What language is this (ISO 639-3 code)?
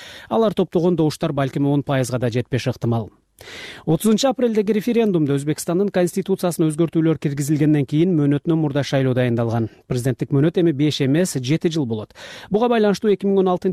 kir